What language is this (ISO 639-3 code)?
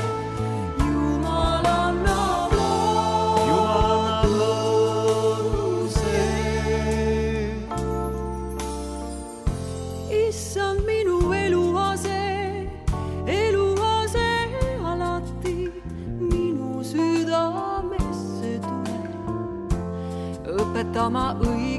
est